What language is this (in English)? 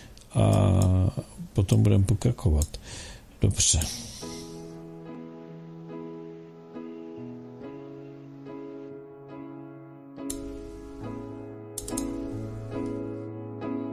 Czech